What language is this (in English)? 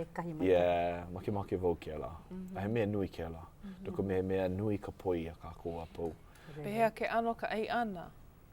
Hawaiian